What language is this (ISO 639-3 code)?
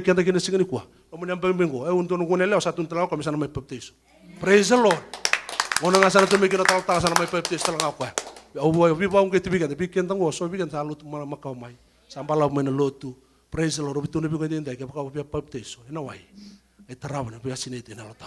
fij